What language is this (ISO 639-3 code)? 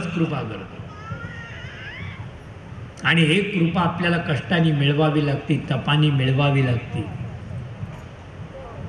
mar